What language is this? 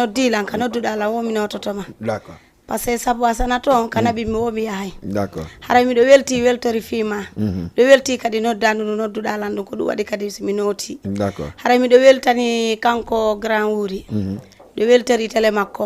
Fula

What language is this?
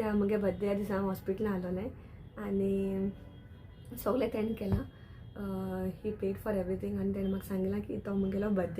Konkani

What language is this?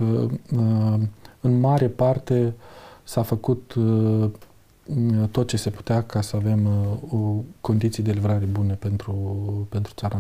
Romanian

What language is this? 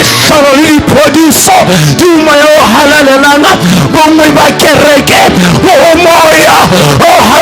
Southern Sotho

